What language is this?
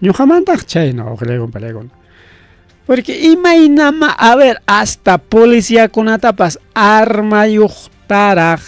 Ayacucho Quechua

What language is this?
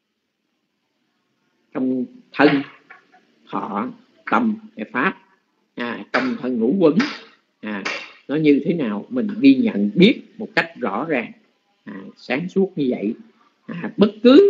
Vietnamese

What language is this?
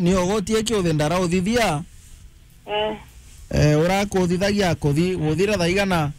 Meru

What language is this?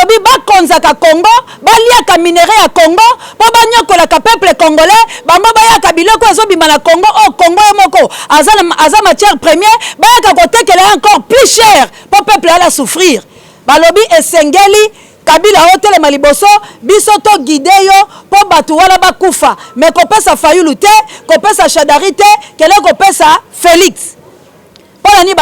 Lingala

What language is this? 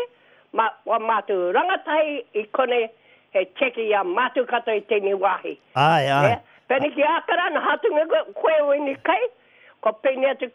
Māori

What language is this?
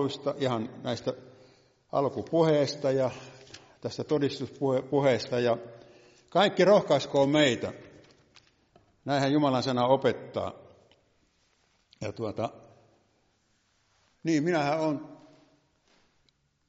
Finnish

